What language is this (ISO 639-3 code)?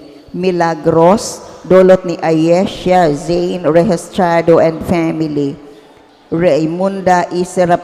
bik